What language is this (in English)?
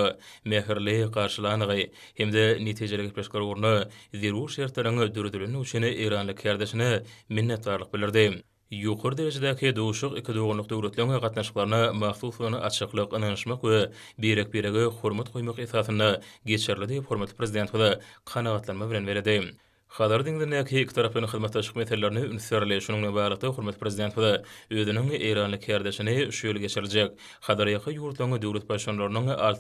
Turkmen